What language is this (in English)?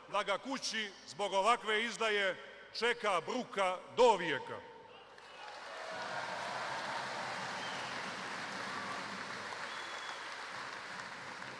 Serbian